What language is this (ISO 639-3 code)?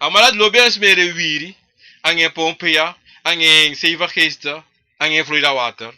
srn